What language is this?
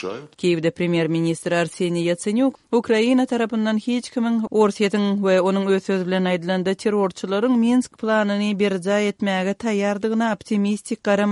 Turkmen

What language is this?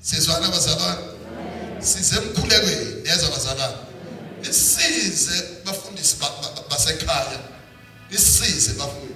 Zulu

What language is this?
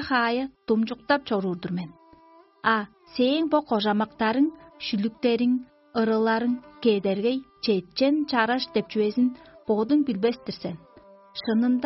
Tuvinian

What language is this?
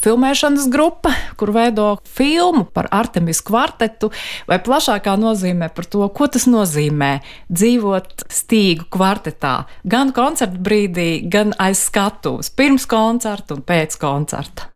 Latvian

